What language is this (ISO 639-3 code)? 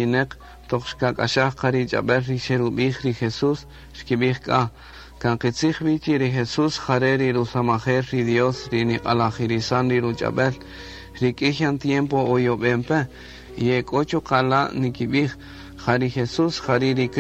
cak